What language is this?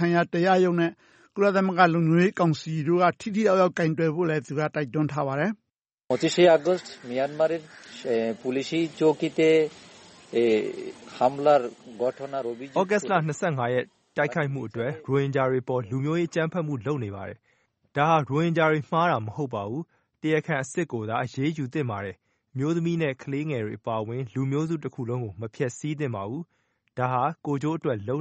Burmese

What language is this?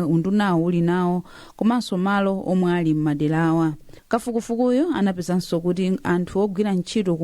Nyanja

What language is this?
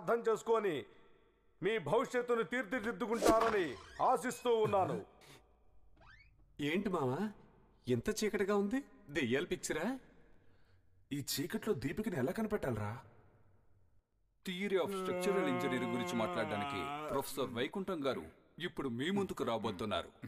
Telugu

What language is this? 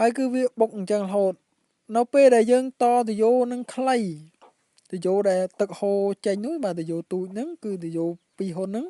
Khmer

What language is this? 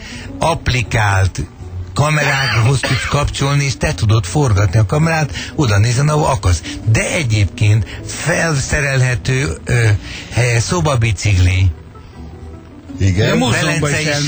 Hungarian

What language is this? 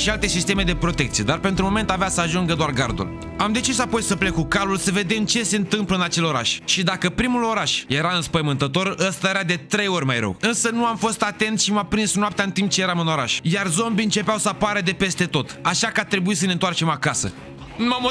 Romanian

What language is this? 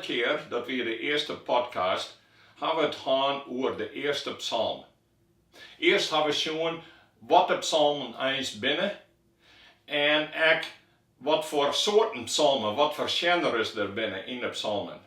Western Frisian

